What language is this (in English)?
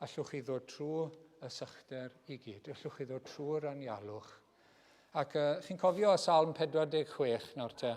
Welsh